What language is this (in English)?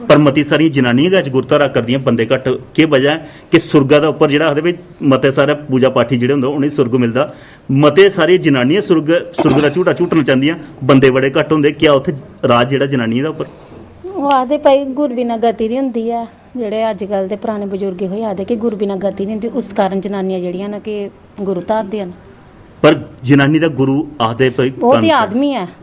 Dogri